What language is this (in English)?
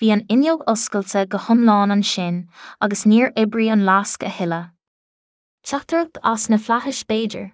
Irish